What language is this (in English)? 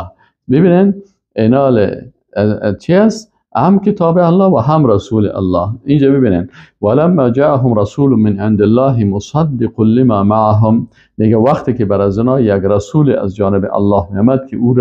Persian